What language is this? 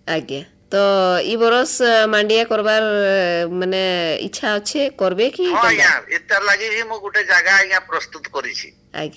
Odia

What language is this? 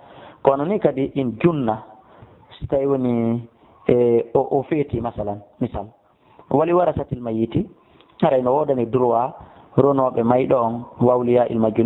Fula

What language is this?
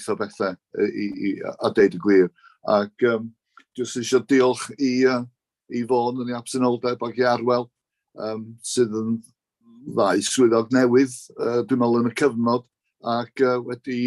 Welsh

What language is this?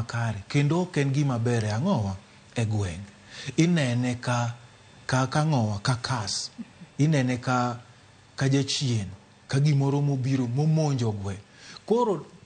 Luo (Kenya and Tanzania)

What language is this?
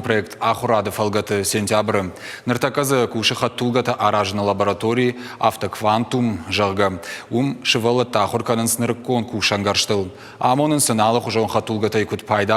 Ossetic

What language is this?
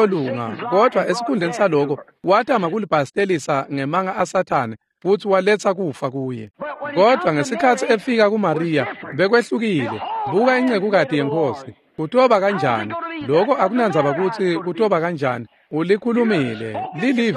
Swati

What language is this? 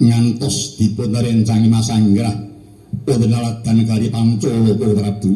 Javanese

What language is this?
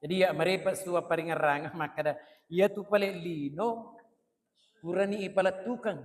Buginese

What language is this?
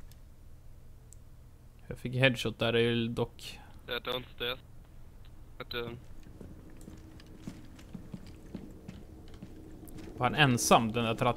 Swedish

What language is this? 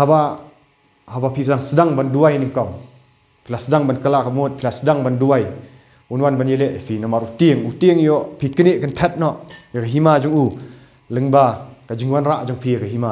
Khasi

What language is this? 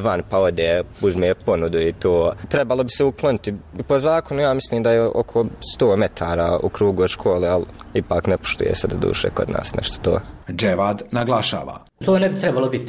Bosnian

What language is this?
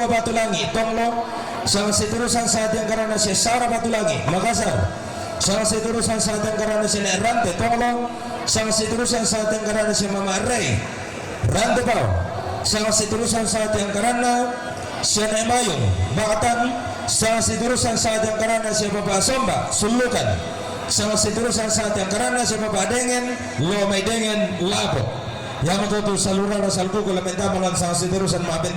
Toraja-Sa'dan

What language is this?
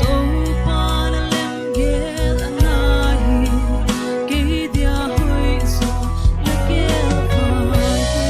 Paite Chin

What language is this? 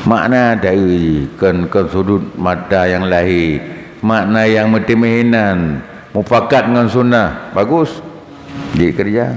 Achinese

